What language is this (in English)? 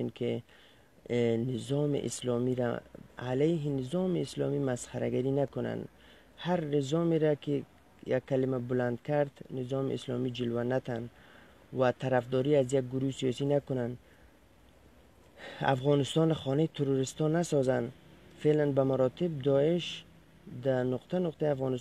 Persian